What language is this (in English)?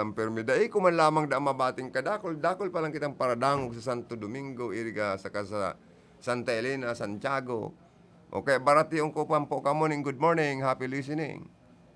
Bikol